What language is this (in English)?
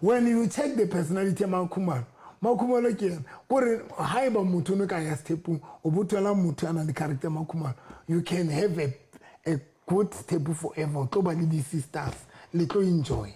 Southern Sotho